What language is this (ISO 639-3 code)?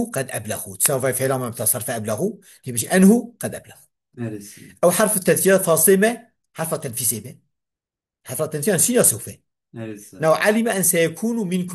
kur